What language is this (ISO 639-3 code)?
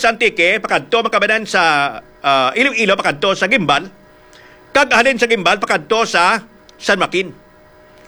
hil